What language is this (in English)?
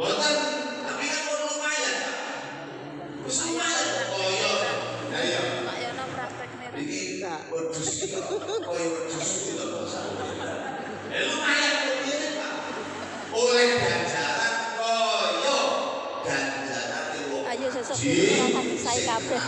Javanese